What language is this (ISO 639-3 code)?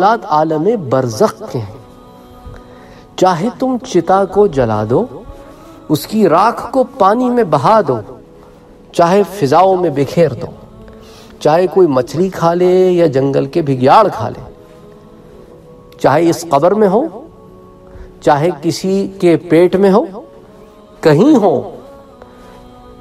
urd